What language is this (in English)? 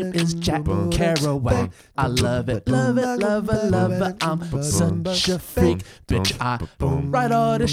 English